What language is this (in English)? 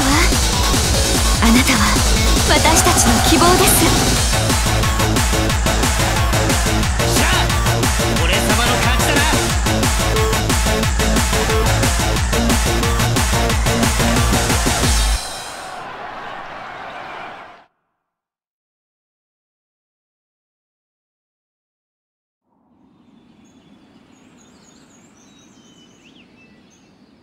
Japanese